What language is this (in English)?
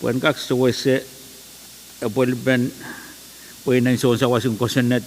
Pohnpeian